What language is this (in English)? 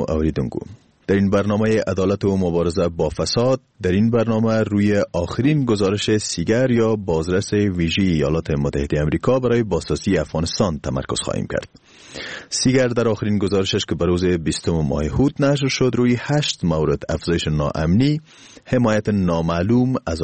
Persian